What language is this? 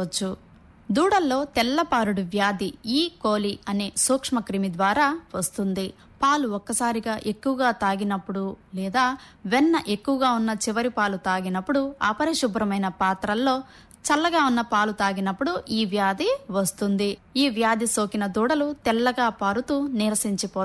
Telugu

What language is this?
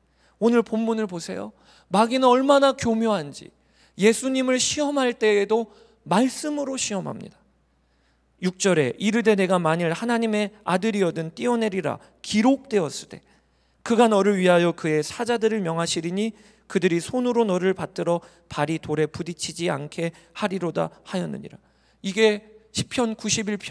Korean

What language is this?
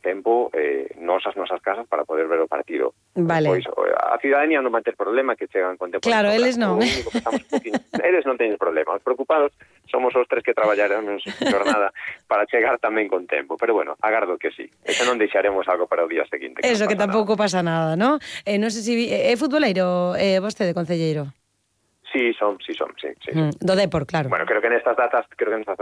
Galician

